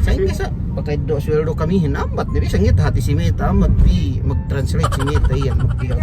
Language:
Yakan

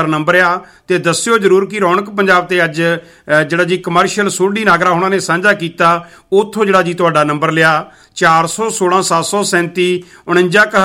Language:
Punjabi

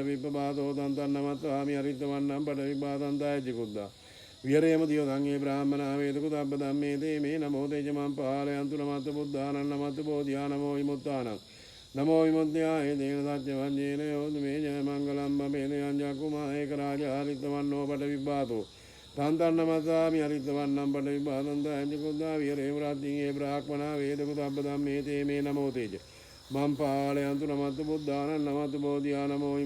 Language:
Sinhala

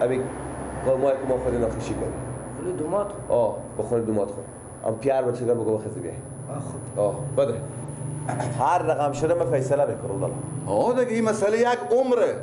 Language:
Persian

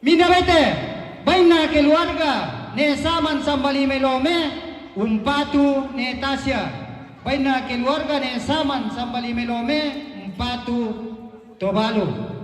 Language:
Toraja-Sa'dan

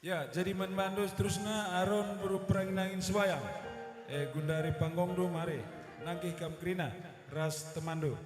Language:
Batak Karo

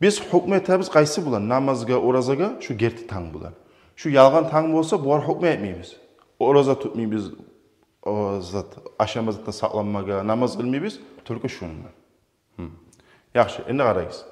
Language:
Kumyk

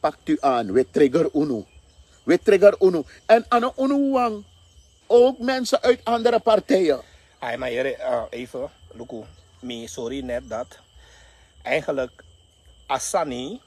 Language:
Sranan Tongo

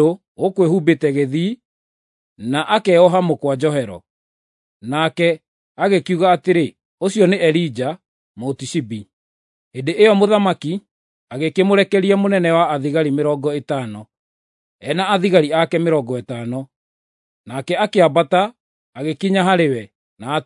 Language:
Kikuyu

